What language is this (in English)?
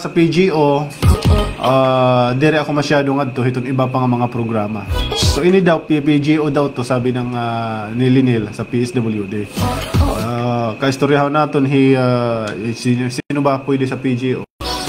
Waray